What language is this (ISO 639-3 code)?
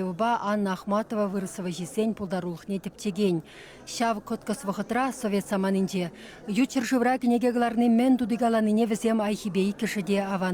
chv